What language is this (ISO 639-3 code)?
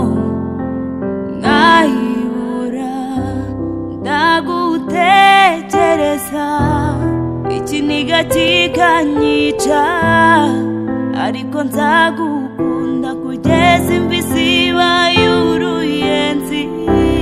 kin